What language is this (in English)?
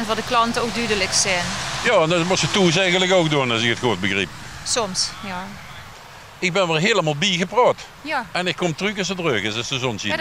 Limburgish